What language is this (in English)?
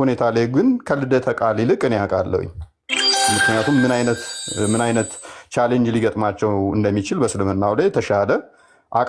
Amharic